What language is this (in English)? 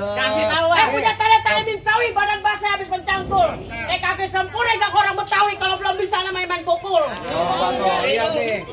Betawi